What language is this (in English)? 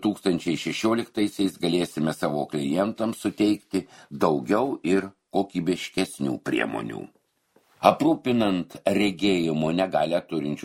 Lithuanian